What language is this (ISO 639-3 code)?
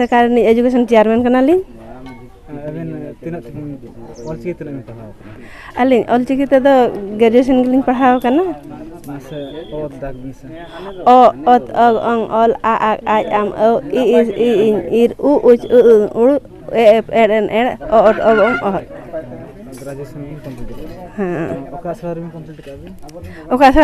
sat